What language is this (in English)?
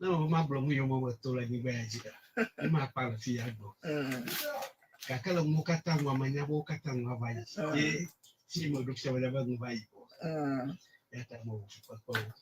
Ewe